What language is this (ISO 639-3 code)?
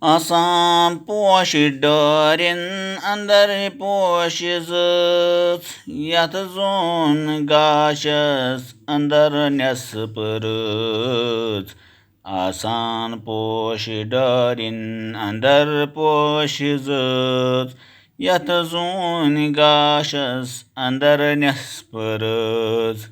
kas